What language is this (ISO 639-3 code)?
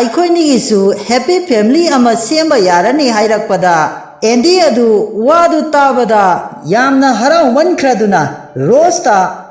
mni